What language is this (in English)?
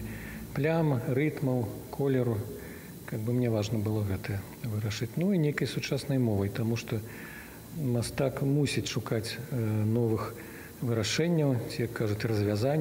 Belarusian